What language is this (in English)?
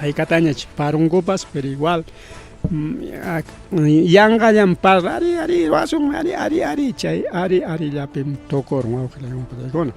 Ayacucho Quechua